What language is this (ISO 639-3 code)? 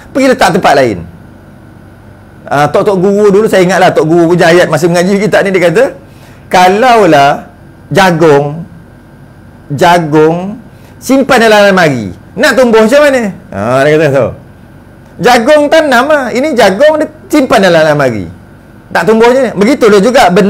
msa